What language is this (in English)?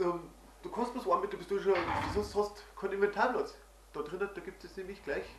Bavarian